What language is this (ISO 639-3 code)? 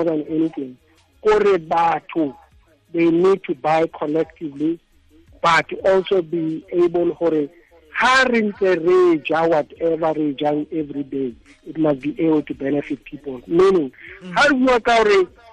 tsn